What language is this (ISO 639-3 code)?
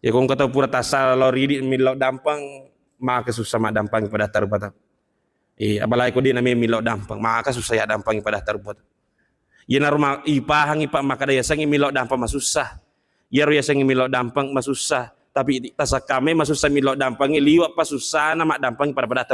bug